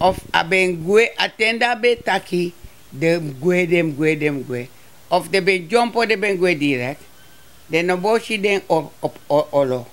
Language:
Sranan Tongo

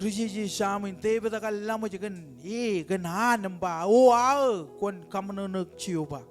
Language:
Marshallese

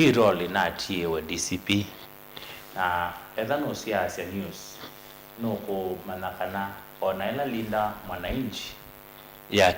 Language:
Kamba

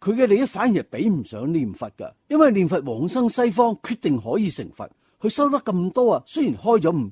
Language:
Cantonese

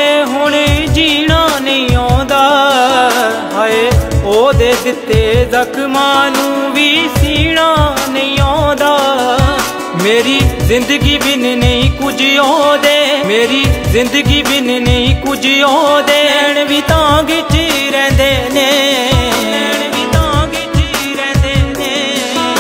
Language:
Punjabi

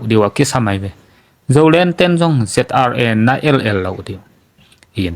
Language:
Tedim Chin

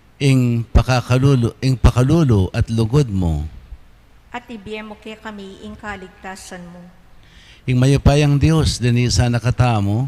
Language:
Pampanga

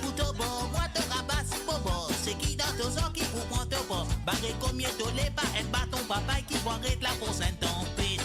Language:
Morisyen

